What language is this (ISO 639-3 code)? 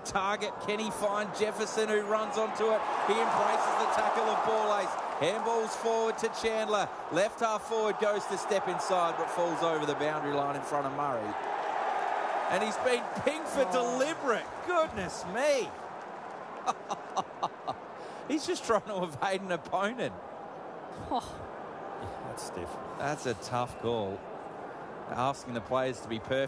eng